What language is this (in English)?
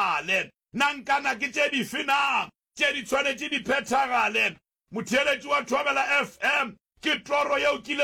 Northern Sotho